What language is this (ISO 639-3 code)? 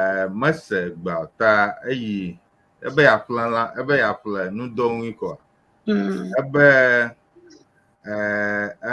ewe